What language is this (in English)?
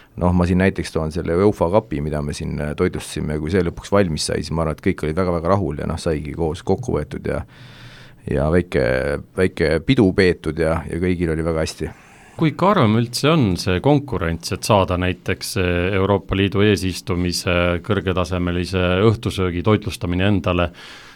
Estonian